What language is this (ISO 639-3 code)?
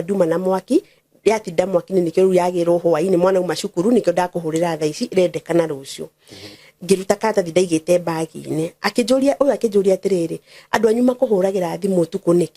kik